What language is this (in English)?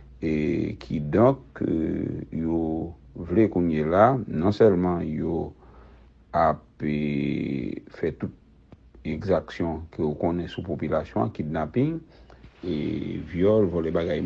Haitian Creole